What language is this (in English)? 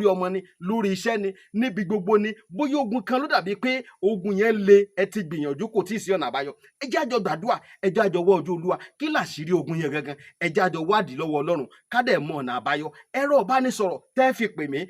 Yoruba